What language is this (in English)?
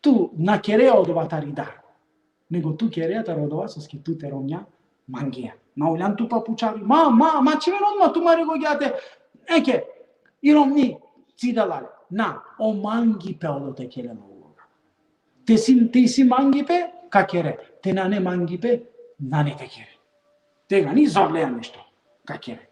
Balkan Romani